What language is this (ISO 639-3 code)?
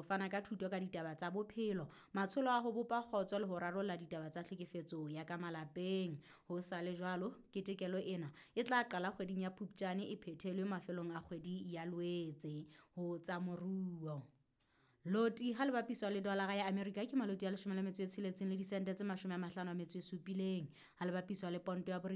sot